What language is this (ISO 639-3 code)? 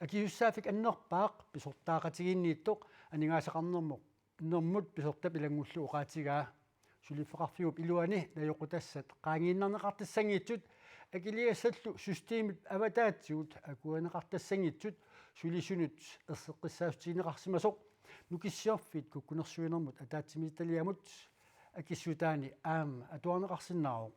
kal